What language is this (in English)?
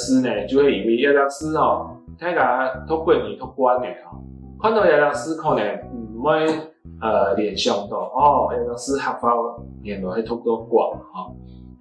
Hakka Chinese